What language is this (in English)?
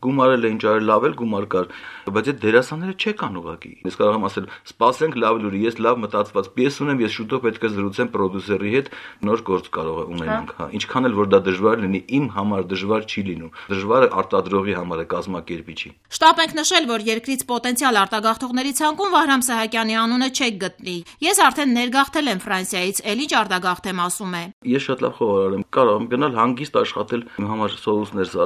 Armenian